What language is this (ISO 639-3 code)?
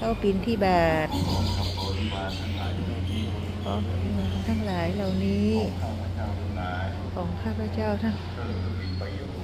pli